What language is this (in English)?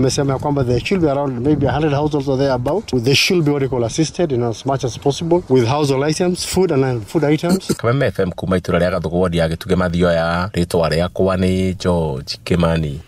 Kikuyu